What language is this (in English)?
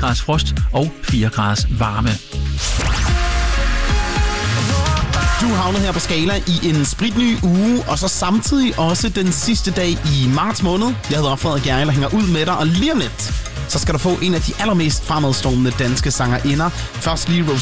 Danish